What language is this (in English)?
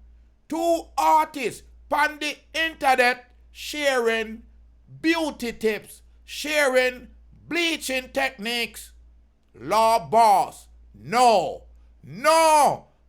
Jamaican Creole English